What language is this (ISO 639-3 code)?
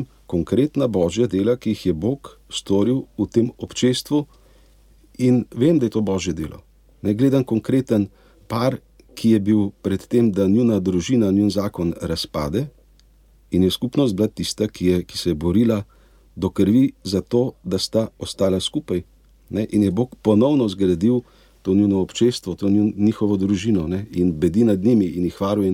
slv